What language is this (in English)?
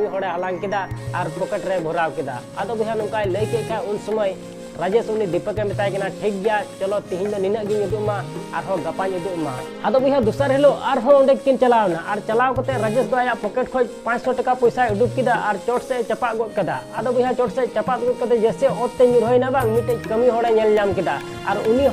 Santali